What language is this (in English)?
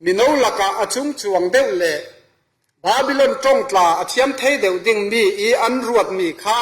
Falam Chin